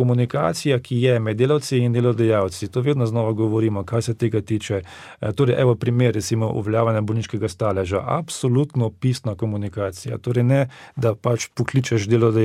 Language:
Slovenian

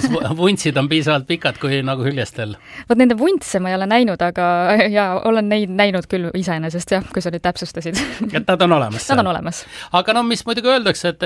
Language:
Estonian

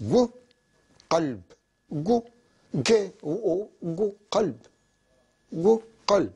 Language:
North Levantine Arabic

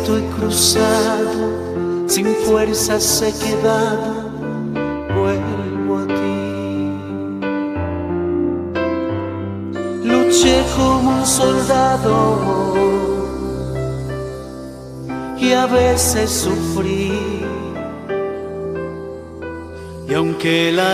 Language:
Spanish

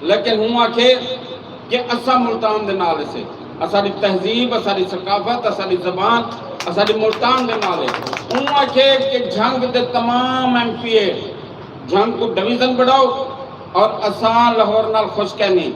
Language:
Saraiki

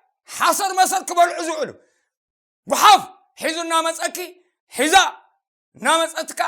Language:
Tigrinya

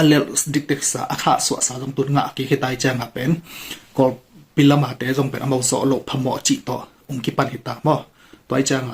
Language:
Tedim Chin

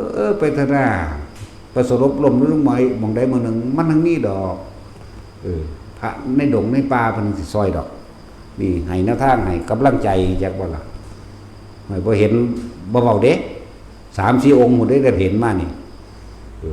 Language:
Northeastern Thai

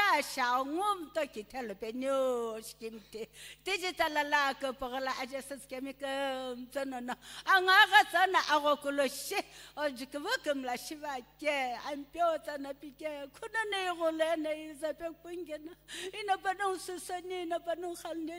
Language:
Sumi Naga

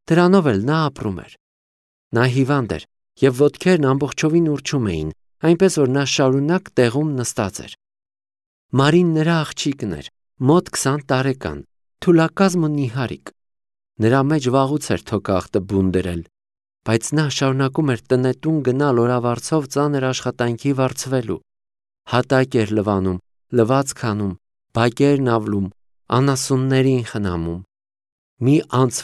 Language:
Armenian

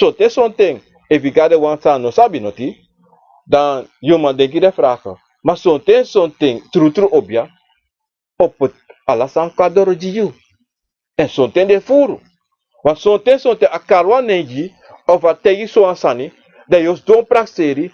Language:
Sranan Tongo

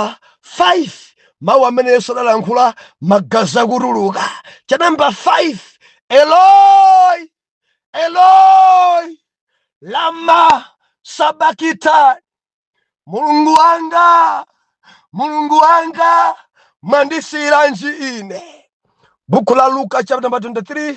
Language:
Nyanja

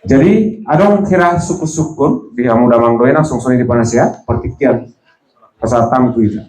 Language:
Batak Toba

